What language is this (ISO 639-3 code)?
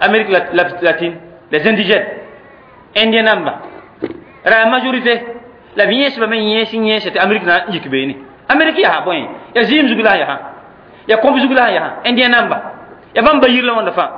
mos